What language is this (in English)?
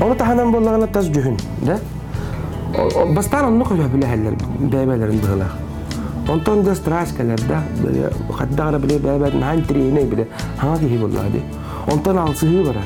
Yakut